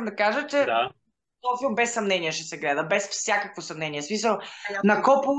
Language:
Bulgarian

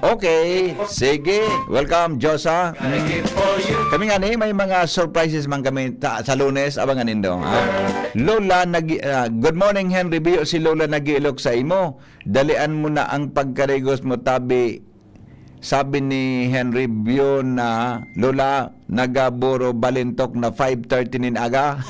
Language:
Bikol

